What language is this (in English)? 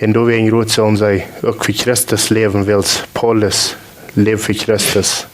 Plautdietsch